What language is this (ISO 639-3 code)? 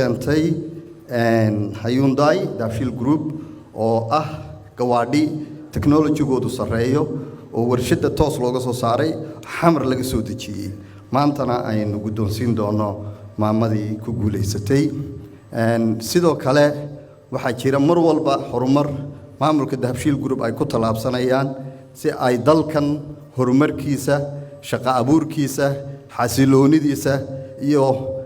som